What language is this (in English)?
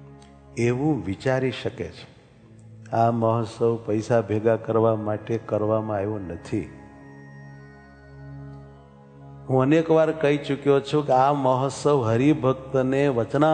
Gujarati